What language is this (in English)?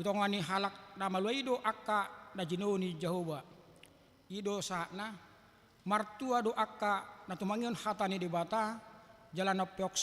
Batak Toba